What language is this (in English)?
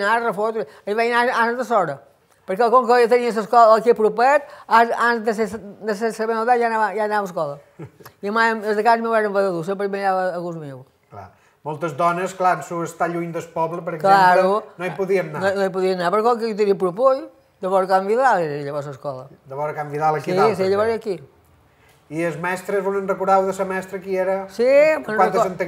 Catalan